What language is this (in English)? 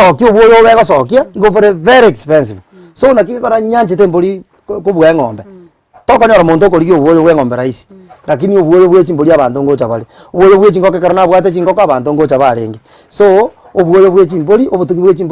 Gusii